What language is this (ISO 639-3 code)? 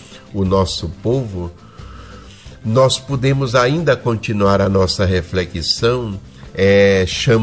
por